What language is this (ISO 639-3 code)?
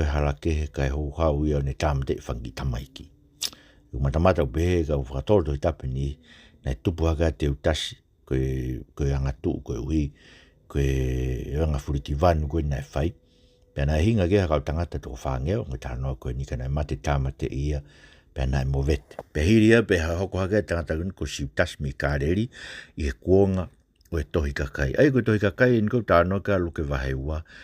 ton